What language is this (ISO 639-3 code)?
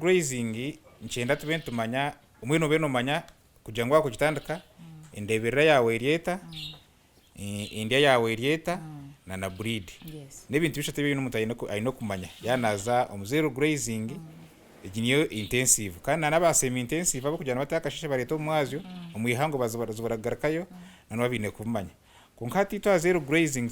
nyn